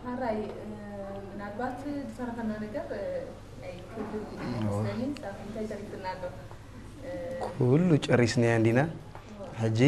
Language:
Tigrinya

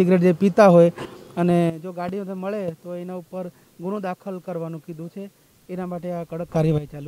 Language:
Gujarati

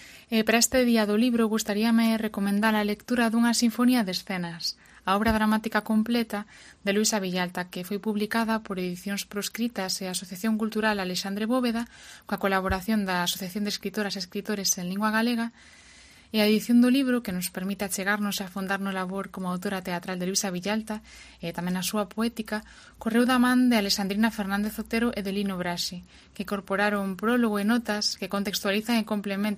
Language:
Galician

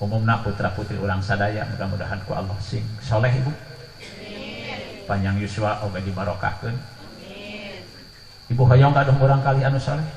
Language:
Sundanese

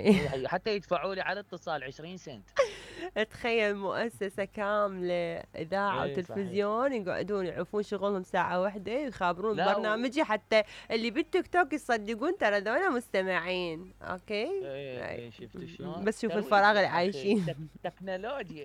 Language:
Mesopotamian Arabic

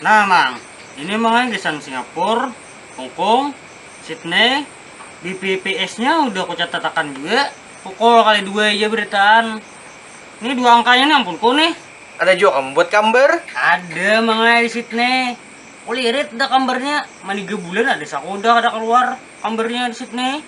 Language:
Banjar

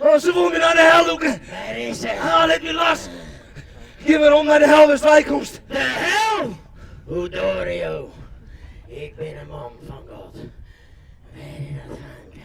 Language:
Western Frisian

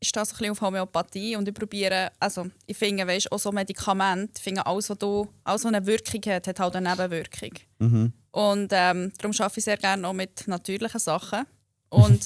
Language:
Swiss German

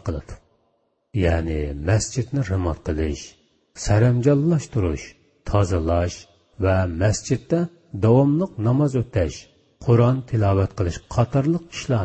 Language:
Uyghur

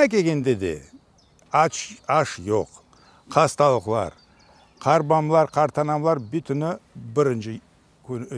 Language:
Crimean Tatar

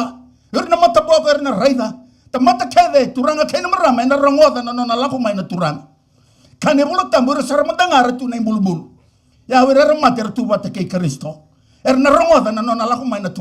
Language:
Fijian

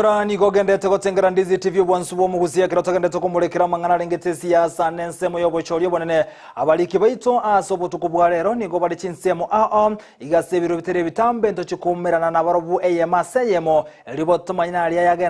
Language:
Gusii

